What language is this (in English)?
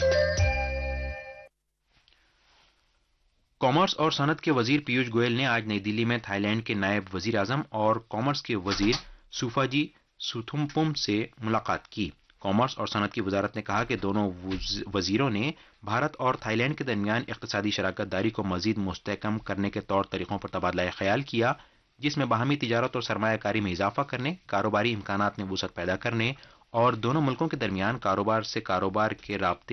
Urdu